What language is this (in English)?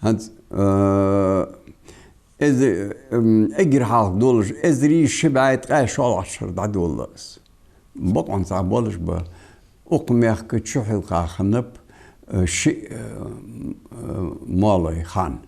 Ingush